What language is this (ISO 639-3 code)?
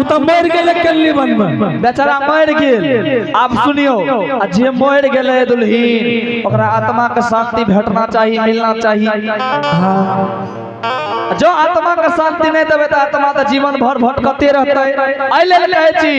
anp